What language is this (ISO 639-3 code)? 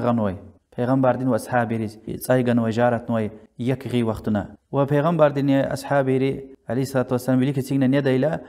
lez